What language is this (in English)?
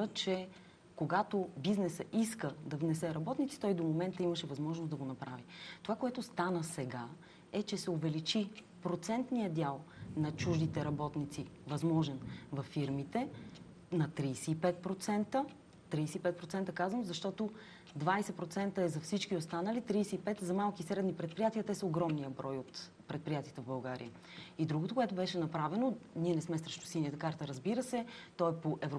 Bulgarian